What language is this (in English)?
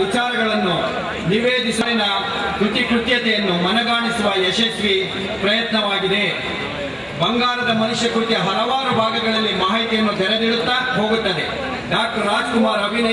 Kannada